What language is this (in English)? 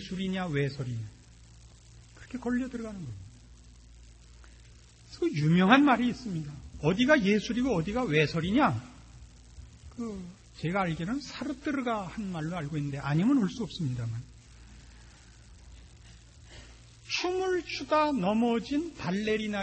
Korean